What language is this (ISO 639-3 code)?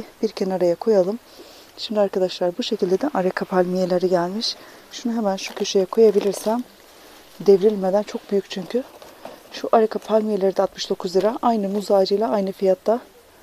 tur